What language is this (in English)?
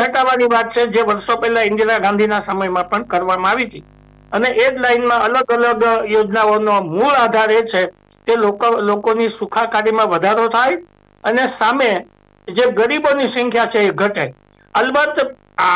Gujarati